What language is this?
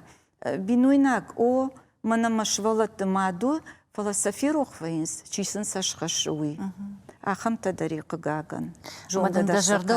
Ossetic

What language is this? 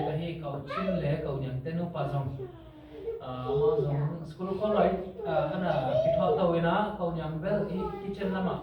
Tedim Chin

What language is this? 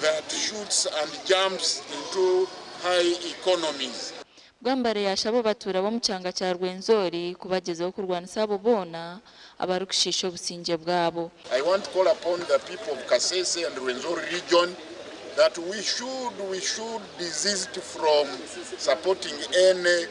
Nyankole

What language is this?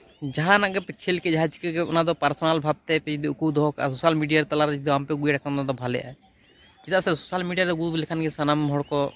Santali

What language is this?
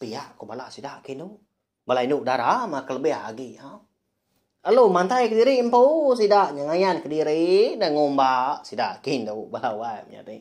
Iban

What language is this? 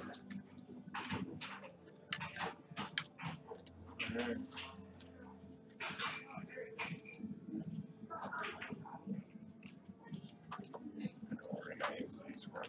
English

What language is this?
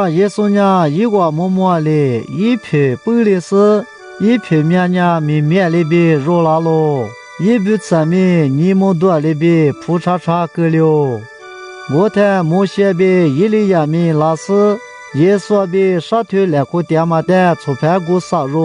Lisu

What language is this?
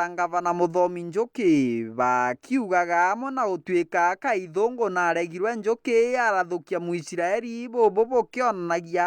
Meru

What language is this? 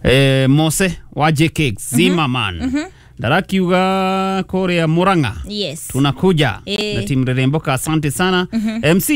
Kikuyu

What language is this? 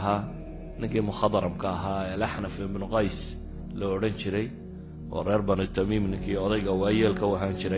Somali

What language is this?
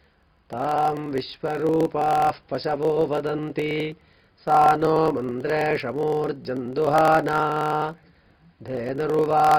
Sanskrit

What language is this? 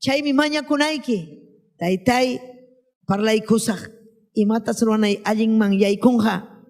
Ayacucho Quechua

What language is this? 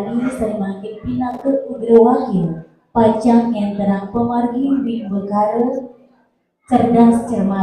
Balinese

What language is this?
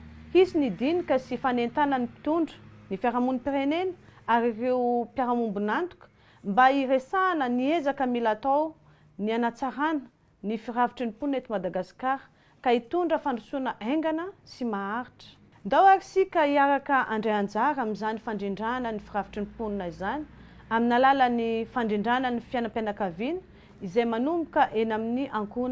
Malagasy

